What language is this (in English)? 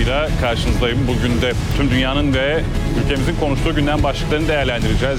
Turkish